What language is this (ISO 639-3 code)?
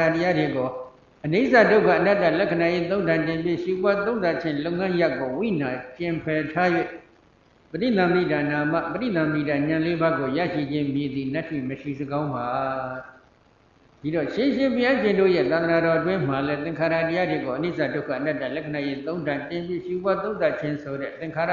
mya